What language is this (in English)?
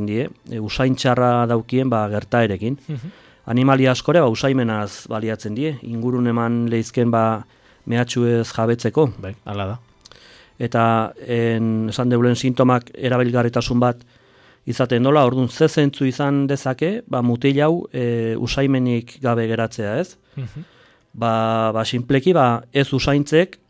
Basque